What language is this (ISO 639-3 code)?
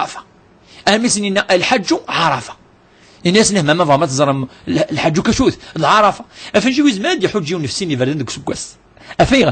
kab